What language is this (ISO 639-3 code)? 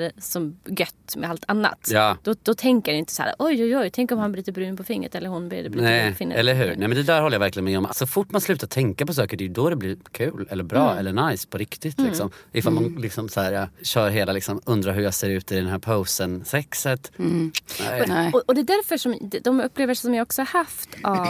swe